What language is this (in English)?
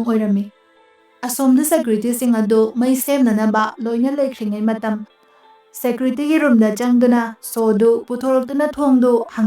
Manipuri